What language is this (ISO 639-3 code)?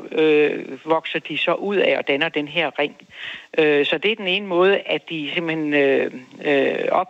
dan